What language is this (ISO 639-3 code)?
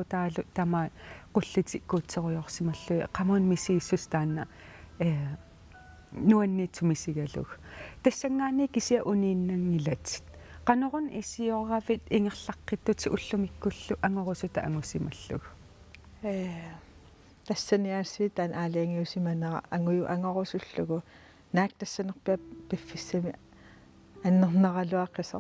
kal